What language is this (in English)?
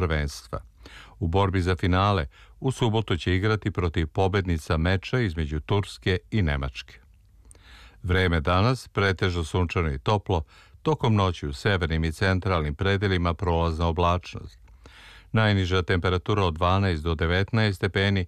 Serbian